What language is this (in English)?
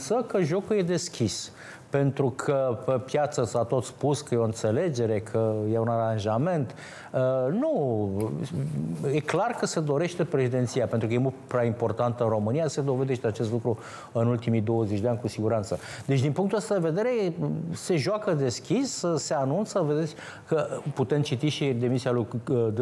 Romanian